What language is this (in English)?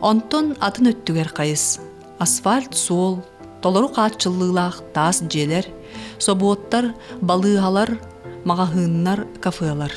Yakut